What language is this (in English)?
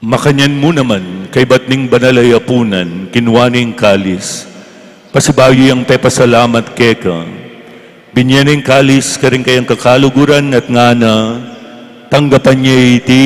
Pampanga